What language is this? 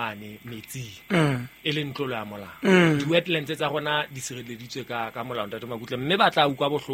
Southern Sotho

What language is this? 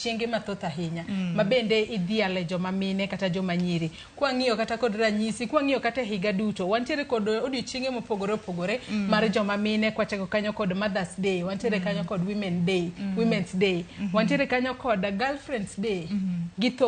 Luo (Kenya and Tanzania)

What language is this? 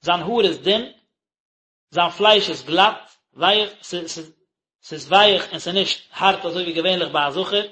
Yiddish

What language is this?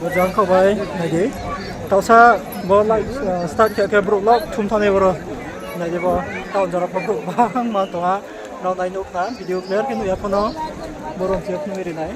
Riang (India)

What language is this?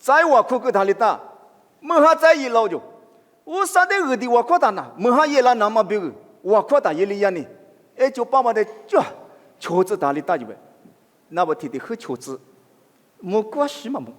Lisu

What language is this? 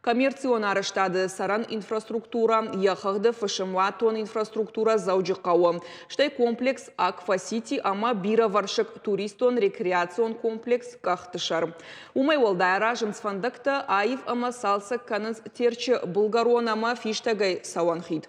Ossetic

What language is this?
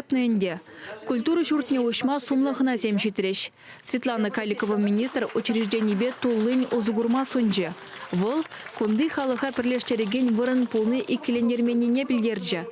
Chuvash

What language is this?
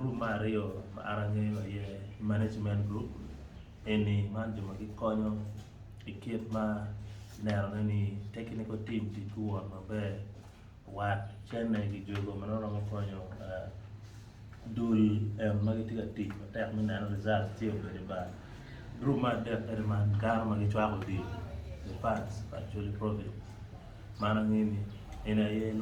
Acoli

